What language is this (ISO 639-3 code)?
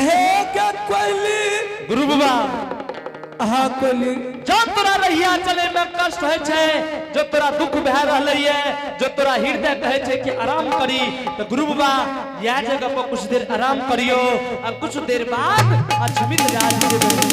anp